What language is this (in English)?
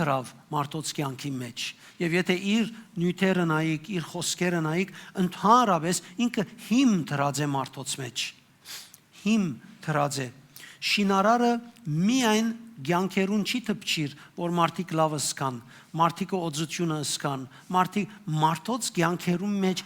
Western Armenian